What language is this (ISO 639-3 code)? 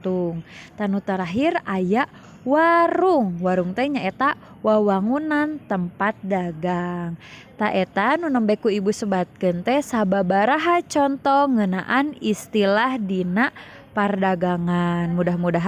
sun